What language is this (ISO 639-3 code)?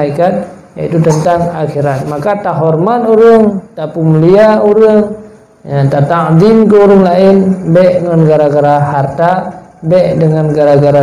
ace